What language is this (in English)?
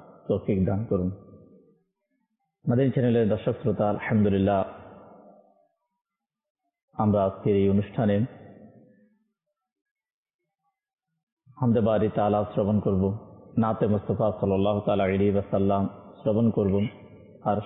Bangla